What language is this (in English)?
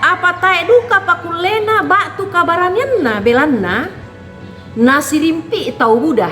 Toraja-Sa'dan